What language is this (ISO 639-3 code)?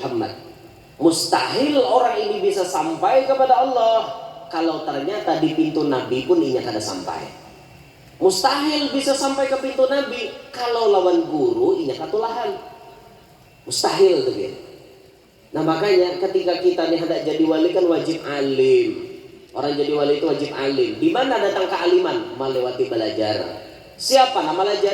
bjn